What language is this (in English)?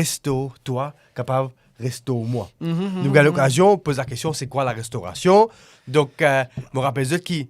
Morisyen